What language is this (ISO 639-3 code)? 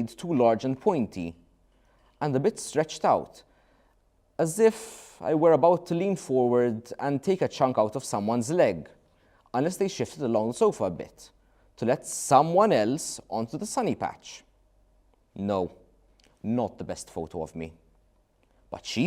eng